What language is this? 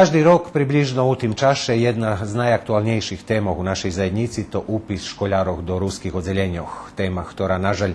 Rusyn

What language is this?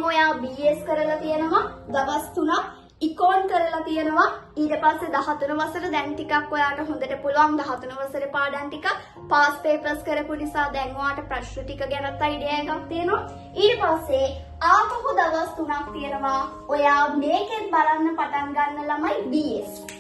Sinhala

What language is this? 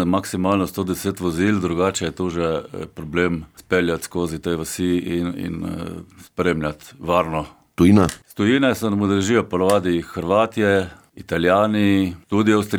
Slovenian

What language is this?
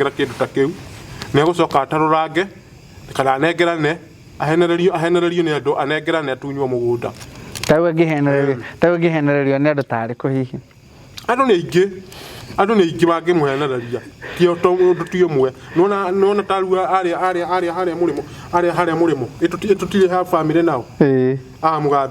Kikuyu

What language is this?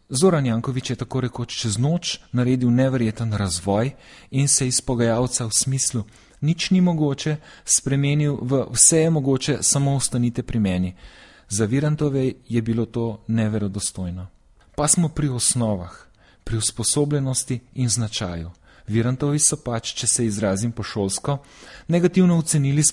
Slovenian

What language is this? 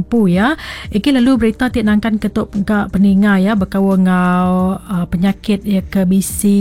Iban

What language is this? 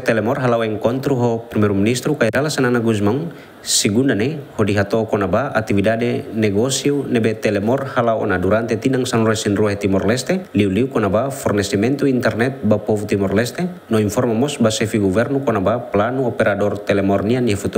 Tetum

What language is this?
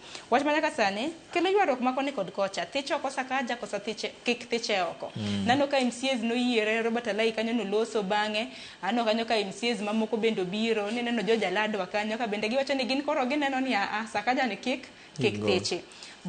Luo (Kenya and Tanzania)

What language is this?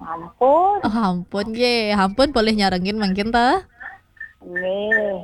Balinese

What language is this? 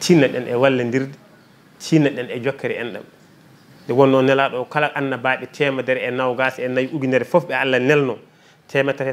Fula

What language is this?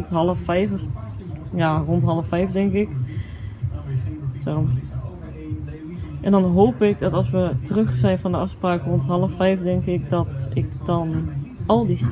Dutch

